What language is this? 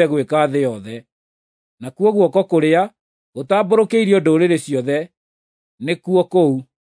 Kikuyu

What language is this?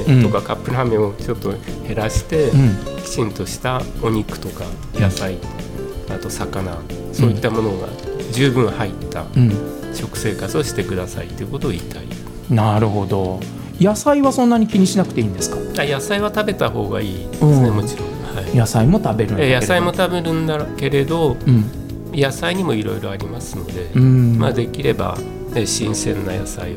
Japanese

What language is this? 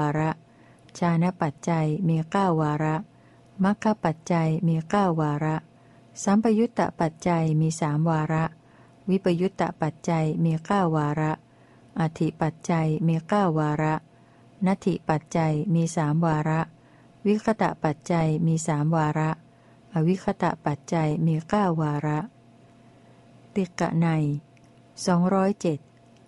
Thai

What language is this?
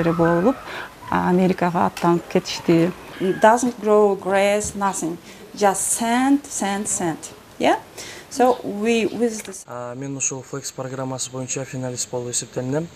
Kyrgyz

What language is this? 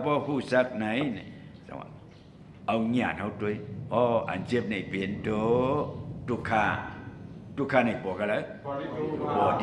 Shan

